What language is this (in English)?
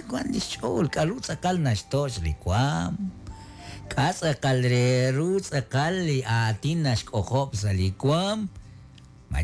Kekchí